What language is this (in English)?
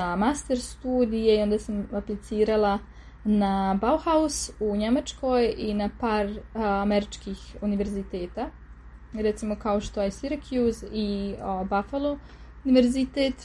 Serbian